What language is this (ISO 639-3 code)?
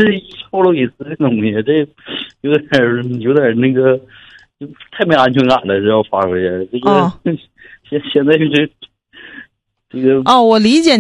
zho